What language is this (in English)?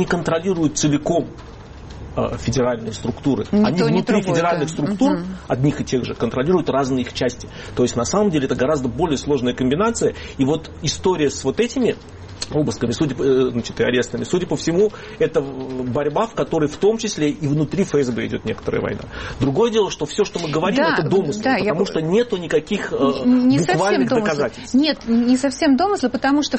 Russian